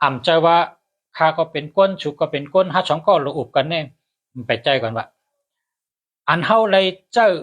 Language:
Shan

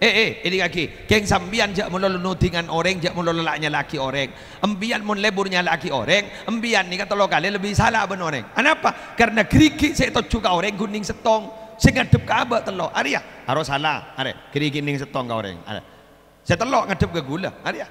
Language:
Madurese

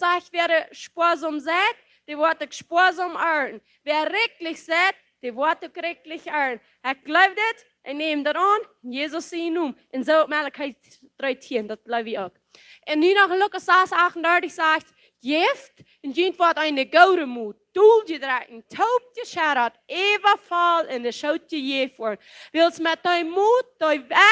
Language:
Plautdietsch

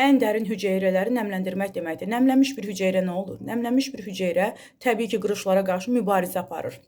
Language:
Azerbaijani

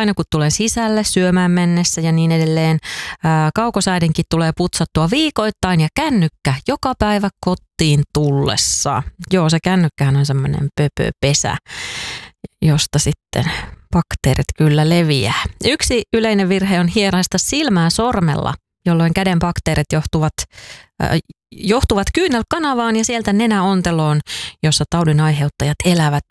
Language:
Finnish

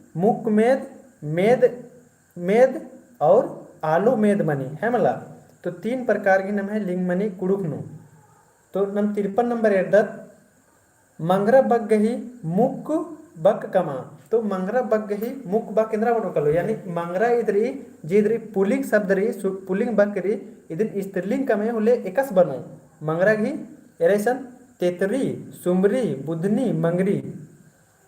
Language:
Kurukh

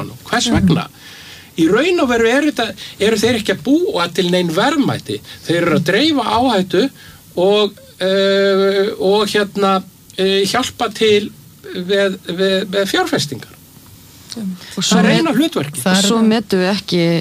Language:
Icelandic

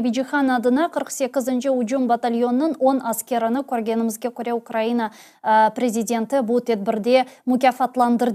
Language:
Crimean Tatar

